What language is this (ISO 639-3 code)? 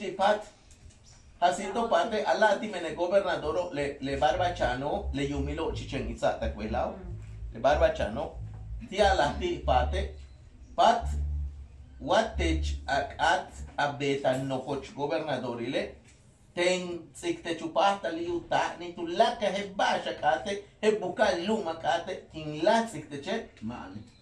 yua